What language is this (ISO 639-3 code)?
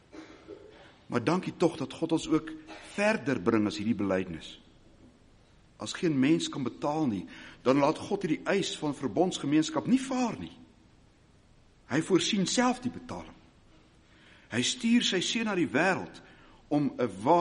afr